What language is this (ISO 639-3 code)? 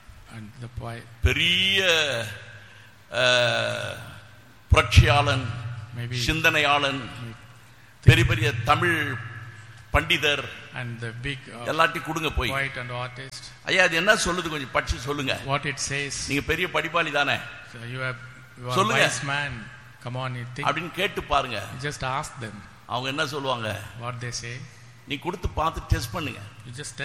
tam